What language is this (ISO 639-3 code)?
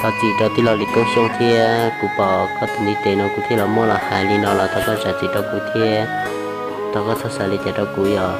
hmn